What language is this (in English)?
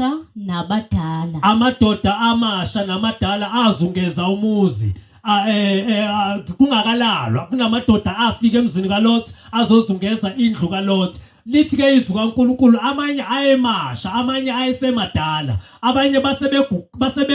Zulu